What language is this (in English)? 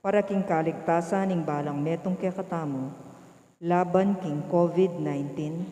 Pampanga